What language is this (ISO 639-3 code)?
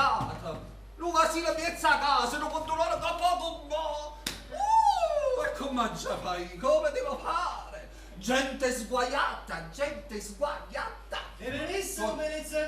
nap